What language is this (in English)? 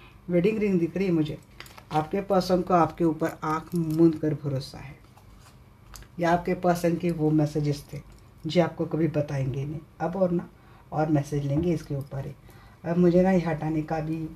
Hindi